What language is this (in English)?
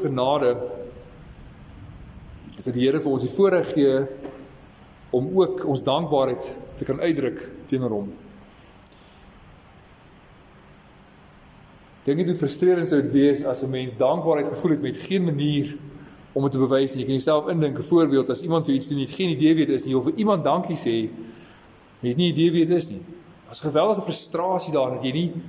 Afrikaans